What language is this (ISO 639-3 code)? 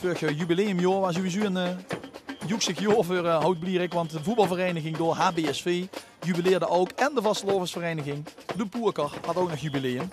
lim